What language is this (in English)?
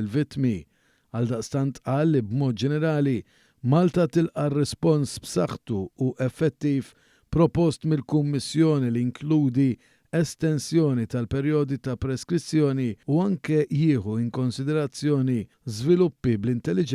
Maltese